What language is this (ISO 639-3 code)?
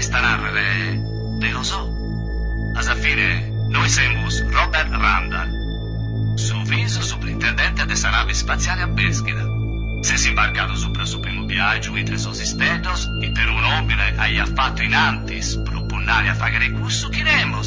srd